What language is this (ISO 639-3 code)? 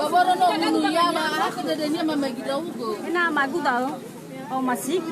nia